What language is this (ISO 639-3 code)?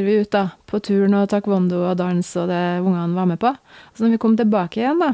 nor